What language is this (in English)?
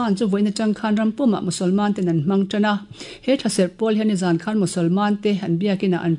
Mizo